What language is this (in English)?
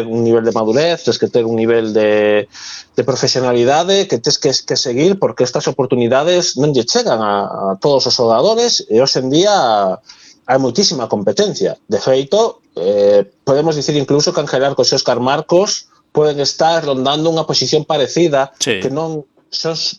Galician